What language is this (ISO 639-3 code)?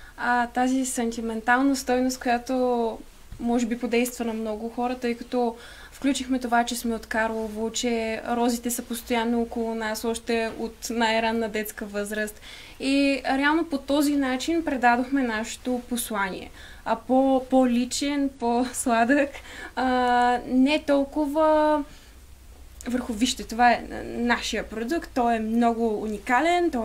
bul